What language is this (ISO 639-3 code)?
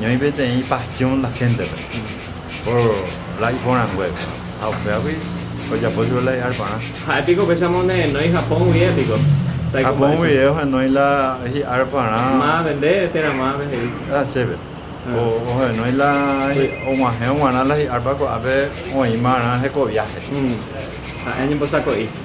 grn